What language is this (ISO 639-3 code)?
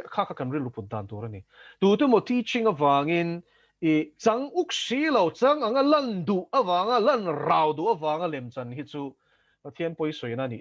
lus